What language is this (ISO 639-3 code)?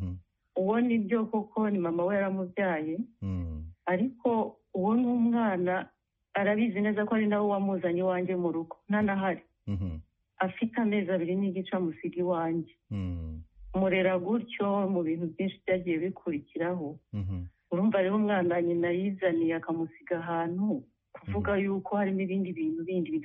kin